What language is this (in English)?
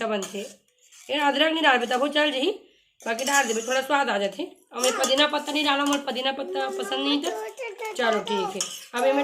Chhattisgarhi